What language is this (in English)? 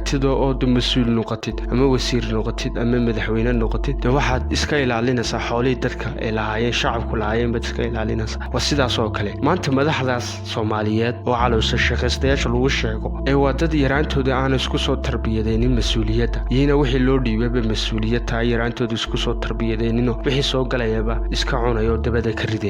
Somali